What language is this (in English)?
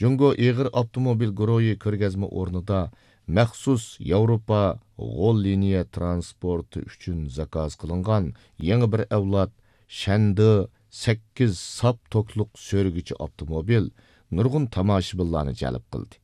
Uyghur